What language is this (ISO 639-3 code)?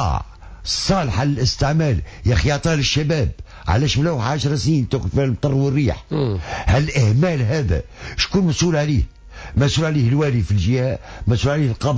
aeb